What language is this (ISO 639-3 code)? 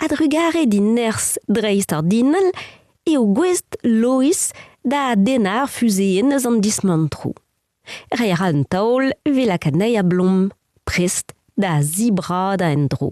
bre